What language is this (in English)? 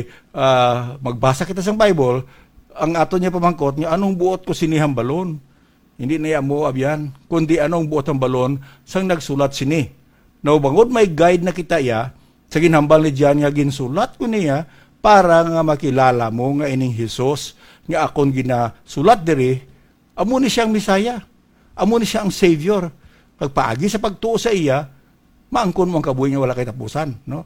Hiligaynon